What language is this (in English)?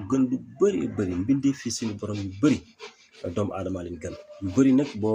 Wolof